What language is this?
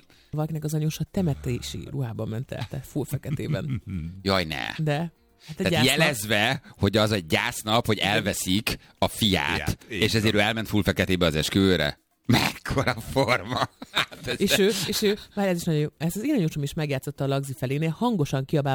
Hungarian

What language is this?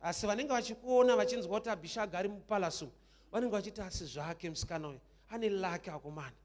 Shona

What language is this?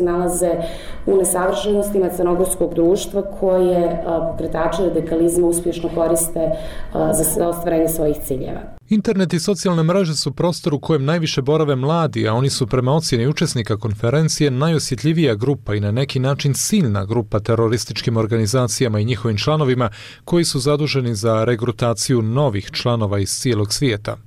Serbian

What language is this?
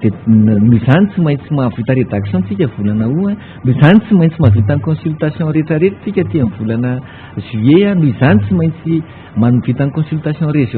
Malagasy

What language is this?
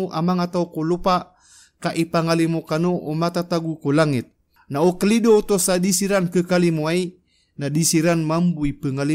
Maranao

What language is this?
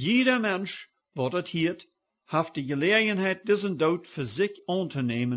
Plautdietsch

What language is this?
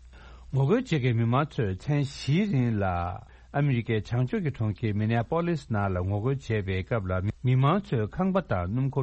Tibetan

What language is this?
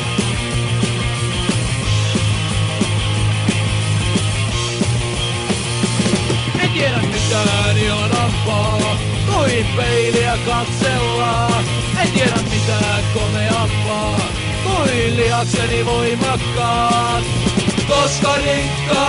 Finnish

